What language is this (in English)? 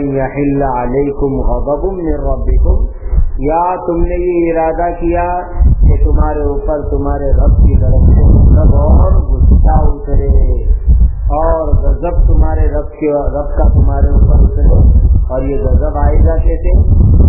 Urdu